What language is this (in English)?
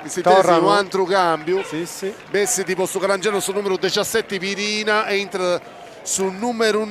Sardinian